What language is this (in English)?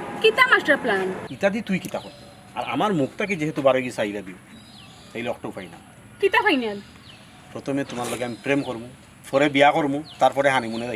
Sylheti